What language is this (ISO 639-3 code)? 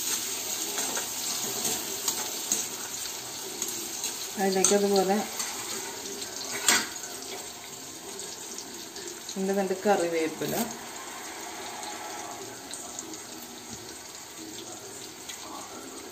mal